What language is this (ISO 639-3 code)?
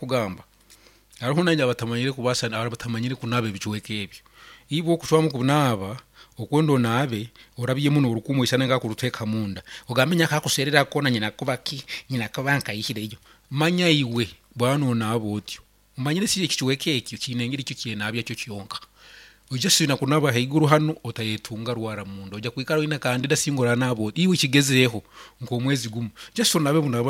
nyn